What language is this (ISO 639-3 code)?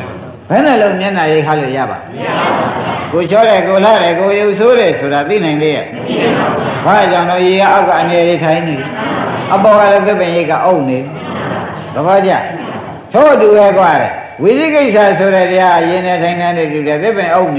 mya